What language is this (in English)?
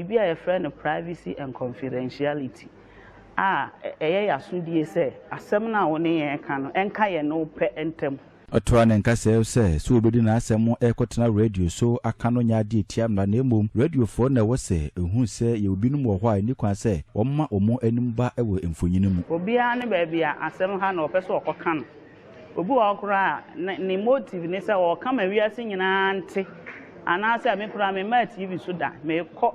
Akan